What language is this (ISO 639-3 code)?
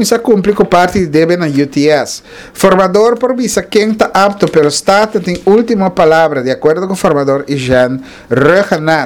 pap